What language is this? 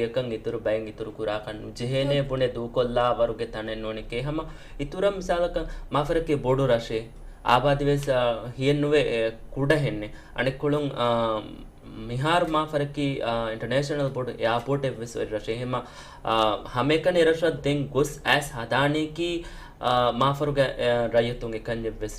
Divehi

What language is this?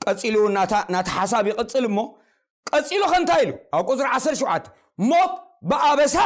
Tigrinya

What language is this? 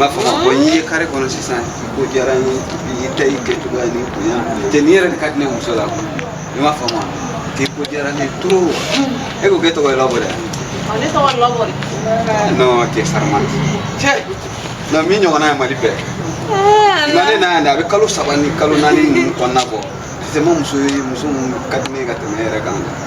Bambara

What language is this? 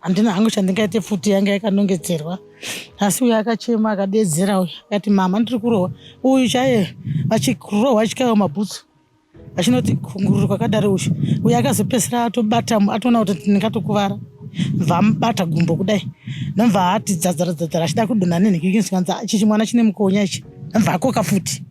Shona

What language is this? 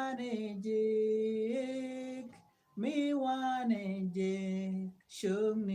Nuer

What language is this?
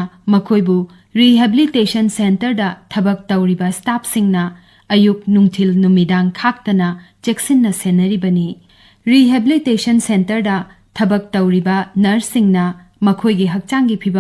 Manipuri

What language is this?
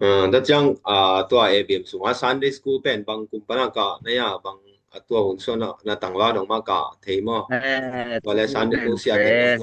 Tedim Chin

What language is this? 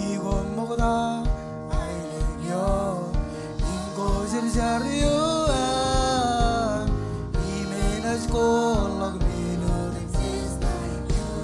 Marshallese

